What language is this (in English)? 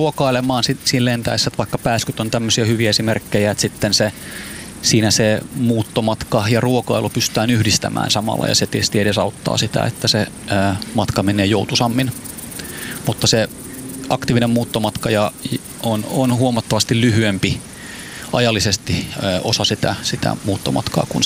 Finnish